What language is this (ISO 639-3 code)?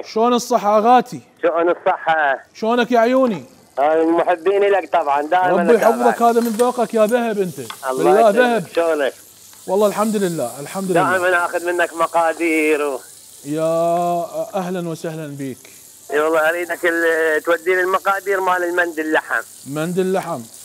acm